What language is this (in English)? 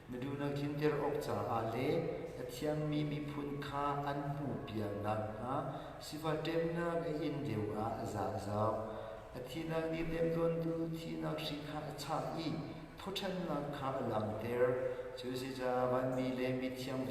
Hakha Chin